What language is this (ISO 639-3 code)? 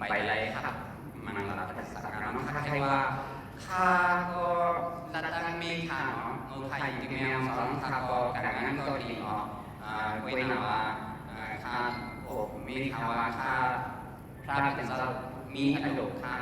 shn